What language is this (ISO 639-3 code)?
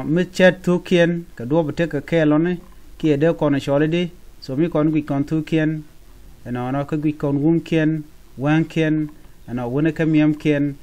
nus